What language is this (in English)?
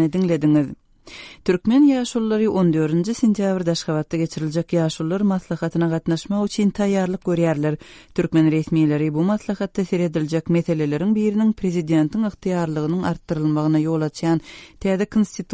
Turkmen